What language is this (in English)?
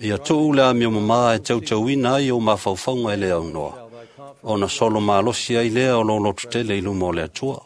Samoan